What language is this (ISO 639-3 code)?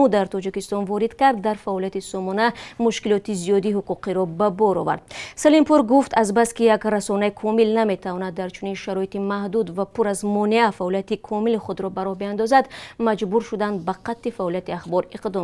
tgk